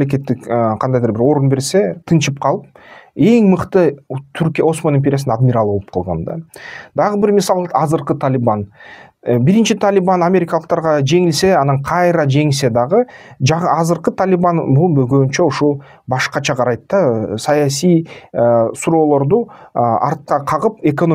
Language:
Kyrgyz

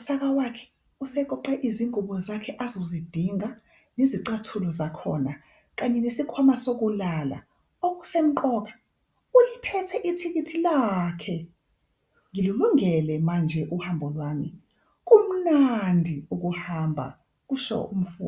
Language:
Zulu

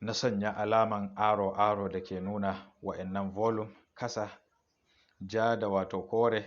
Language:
Hausa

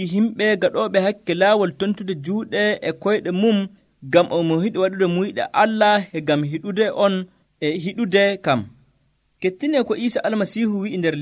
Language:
Nigerian Fulfulde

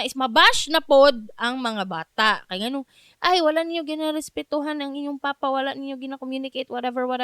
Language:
Cebuano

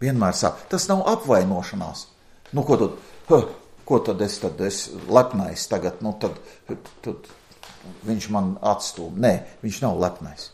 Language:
Latvian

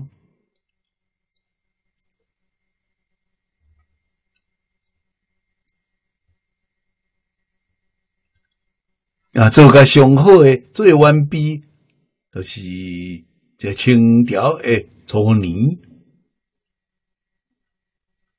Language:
Min Nan Chinese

